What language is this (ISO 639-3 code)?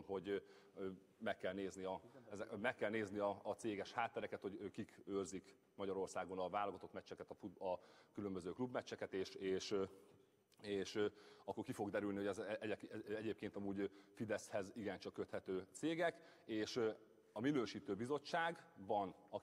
hun